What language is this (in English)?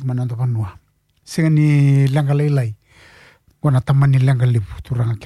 Fijian